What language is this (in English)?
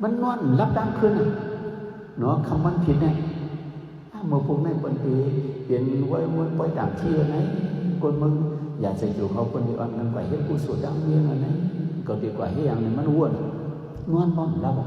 Shan